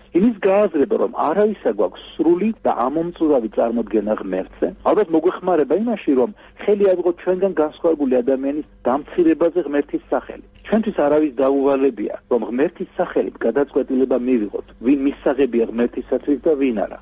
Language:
Georgian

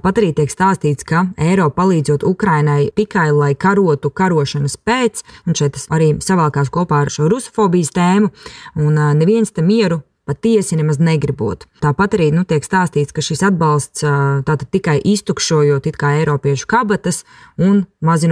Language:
Latvian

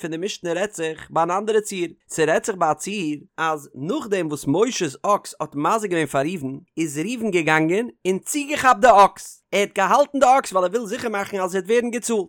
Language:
Yiddish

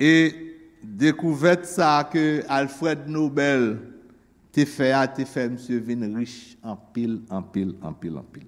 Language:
Haitian Creole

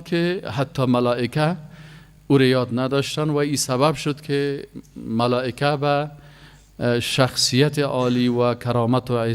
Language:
Persian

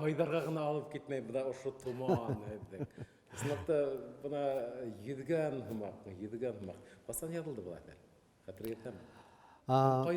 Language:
Bashkir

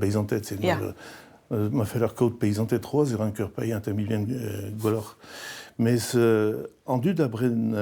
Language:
Breton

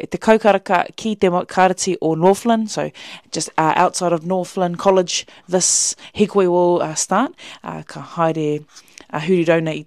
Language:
Māori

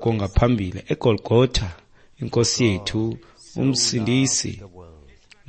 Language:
Xhosa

